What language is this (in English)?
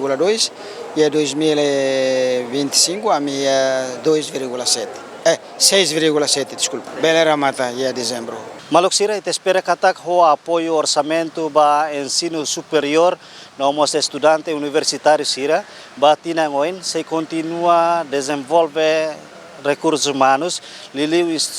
Tetum